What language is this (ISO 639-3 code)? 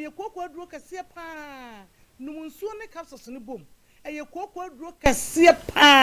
aka